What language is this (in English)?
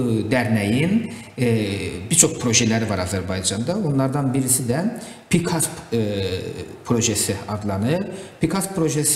Gagauz